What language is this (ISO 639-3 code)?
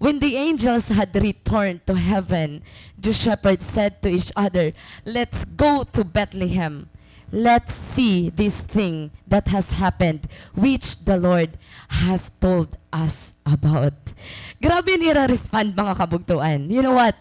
war